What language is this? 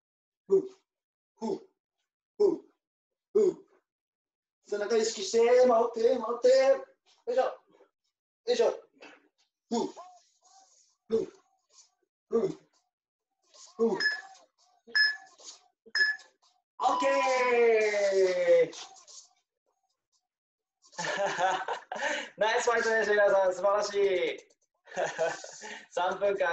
Japanese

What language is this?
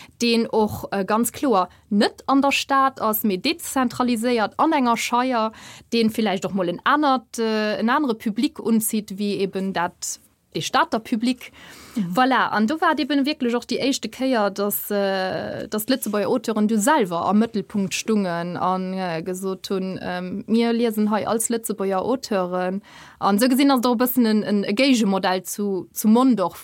Luxembourgish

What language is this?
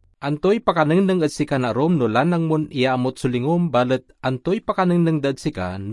Pangasinan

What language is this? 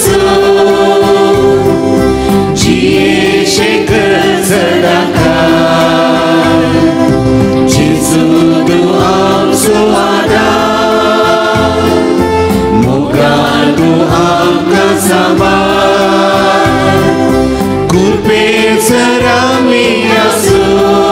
Konkani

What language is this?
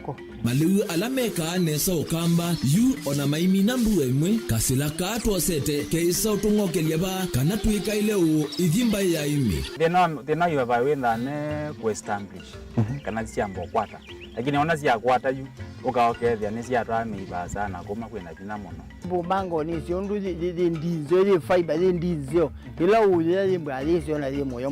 Kamba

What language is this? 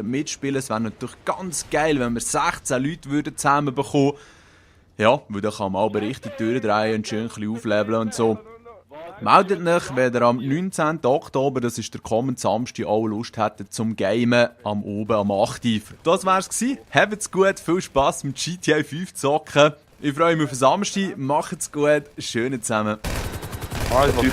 Swiss German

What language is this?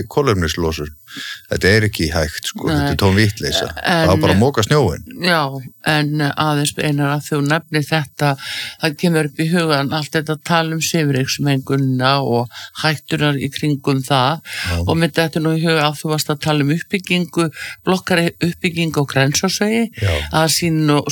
Icelandic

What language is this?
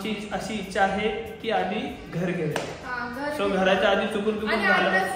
Marathi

